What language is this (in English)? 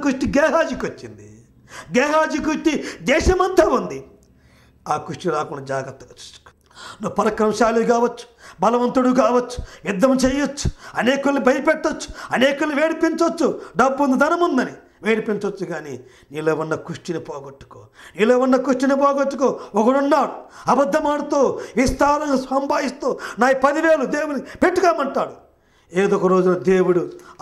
Telugu